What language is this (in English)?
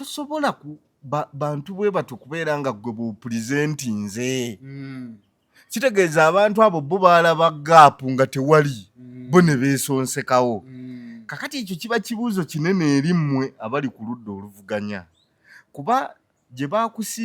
Ganda